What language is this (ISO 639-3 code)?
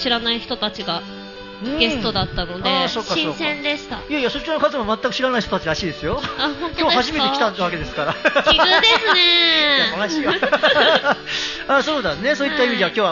jpn